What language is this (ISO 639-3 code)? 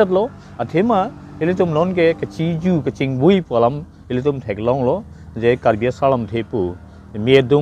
mjw